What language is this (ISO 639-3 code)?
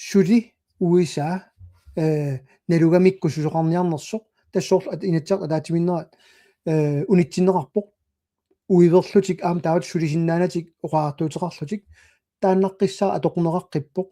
kal